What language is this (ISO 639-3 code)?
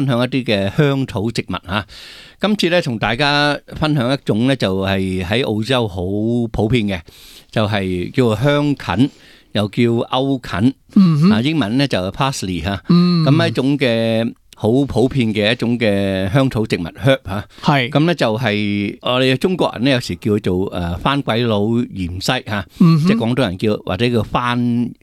yue